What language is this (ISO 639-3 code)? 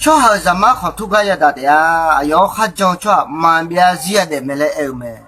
ahk